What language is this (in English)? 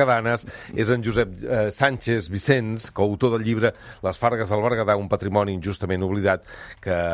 Catalan